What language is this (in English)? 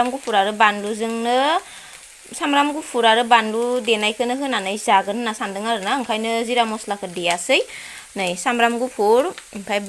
Bodo